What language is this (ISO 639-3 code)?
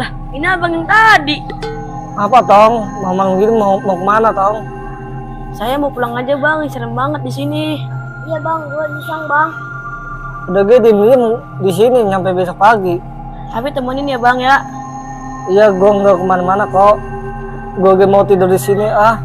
bew